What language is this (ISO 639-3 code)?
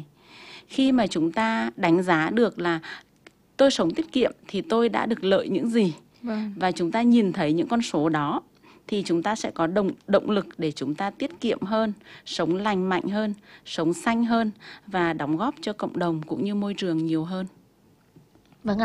vie